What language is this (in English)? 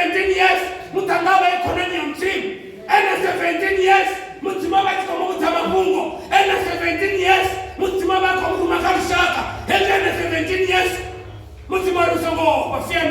Venda